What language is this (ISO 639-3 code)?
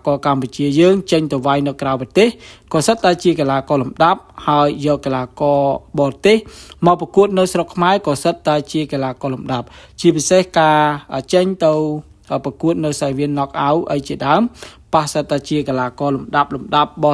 khm